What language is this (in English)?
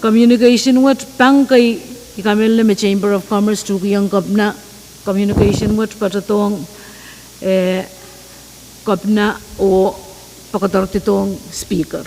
Pohnpeian